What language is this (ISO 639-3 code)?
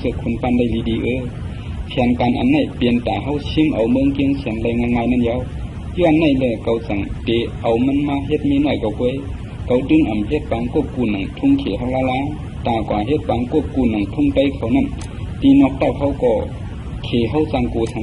shn